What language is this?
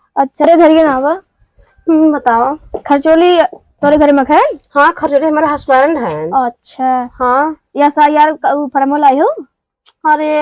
Awadhi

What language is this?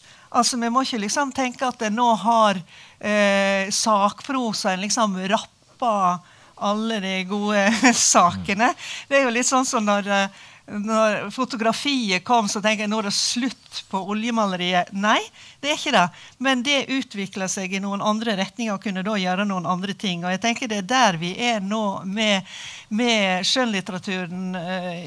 Norwegian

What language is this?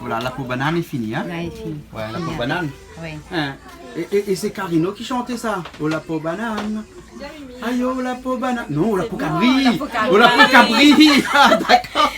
Réunion Creole French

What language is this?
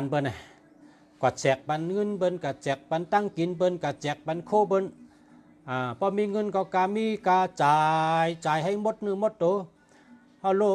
Shan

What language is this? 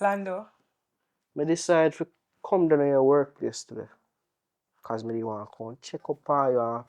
Jamaican Creole English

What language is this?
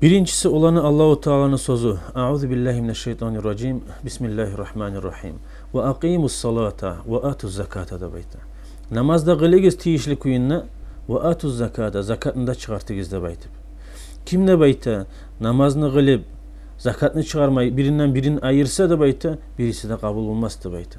Kumyk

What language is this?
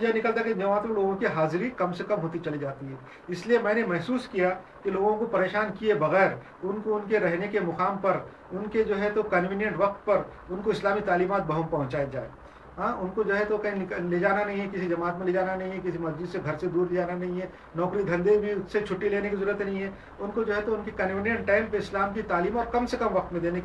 Urdu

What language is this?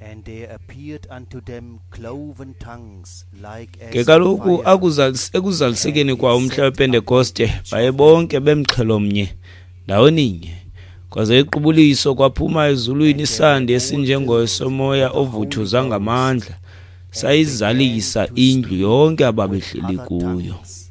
Xhosa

